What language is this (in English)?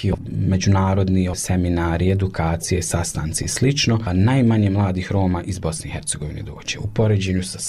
Bosnian